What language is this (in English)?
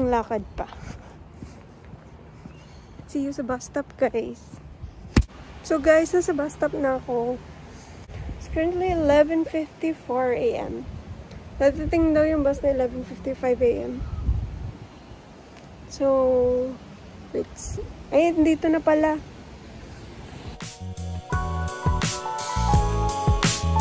Filipino